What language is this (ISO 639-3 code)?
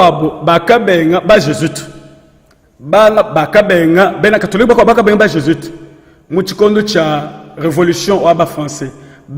lua